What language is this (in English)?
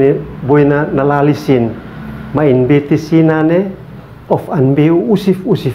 Uab Meto